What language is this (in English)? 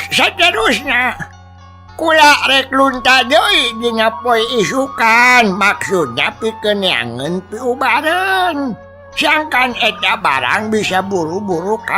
Sundanese